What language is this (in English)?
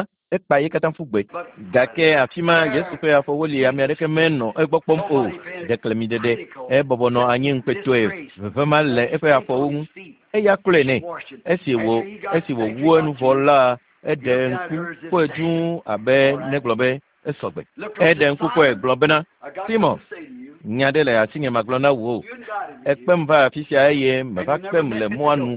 Ewe